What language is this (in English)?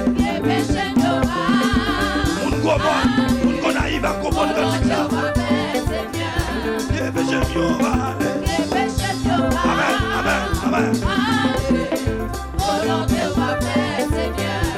Haitian Creole